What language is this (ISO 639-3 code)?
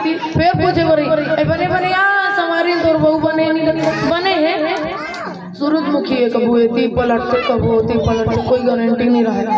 hne